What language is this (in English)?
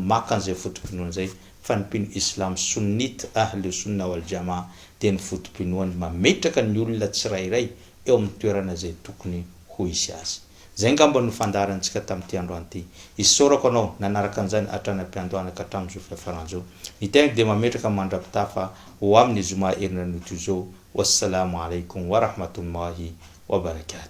Malagasy